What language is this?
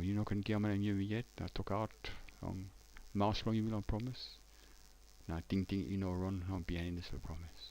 Tok Pisin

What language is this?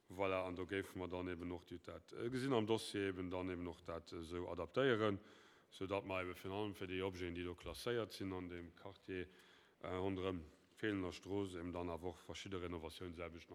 Luxembourgish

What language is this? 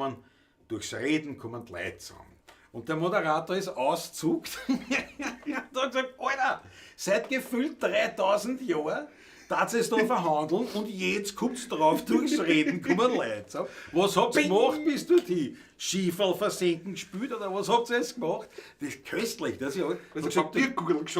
Bavarian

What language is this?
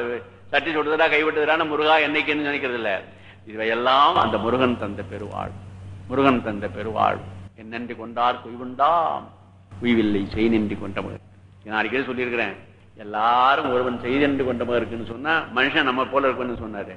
Tamil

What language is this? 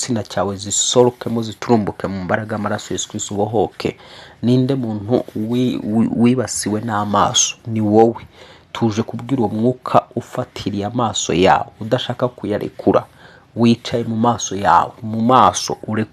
Kinyarwanda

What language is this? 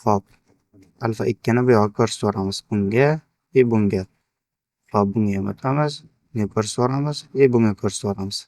Uzbek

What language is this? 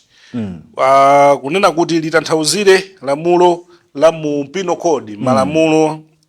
Nyanja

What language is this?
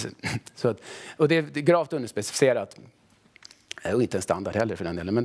Swedish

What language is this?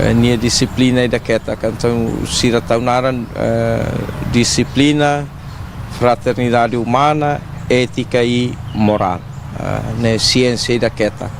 Tetum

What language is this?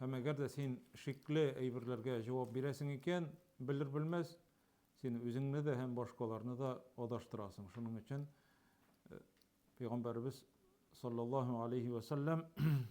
Tatar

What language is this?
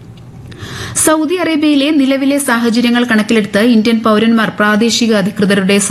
Malayalam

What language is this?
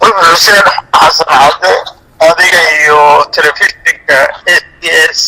Somali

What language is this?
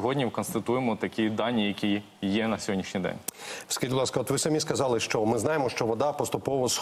Ukrainian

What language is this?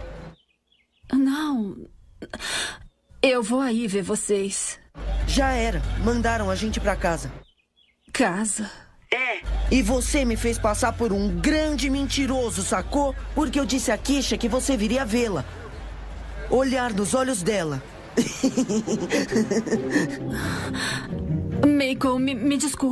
Portuguese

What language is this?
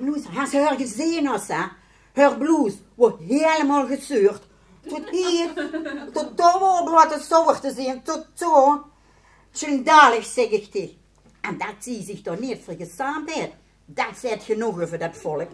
Limburgish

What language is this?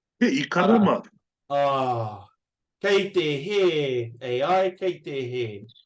Māori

